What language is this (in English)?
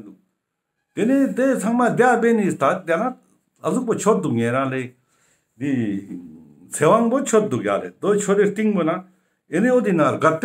Ladakhi